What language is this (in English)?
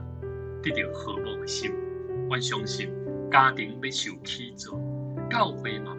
Min Nan Chinese